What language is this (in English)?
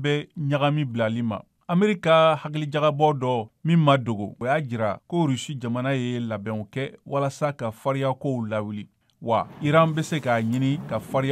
Bambara